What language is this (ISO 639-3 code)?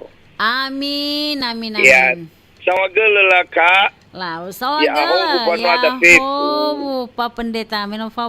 nia